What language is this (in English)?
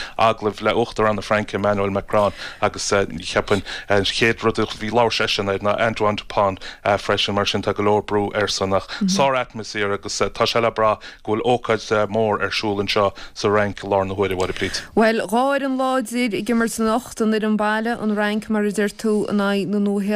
Irish